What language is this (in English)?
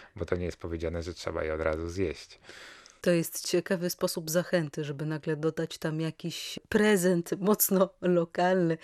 Polish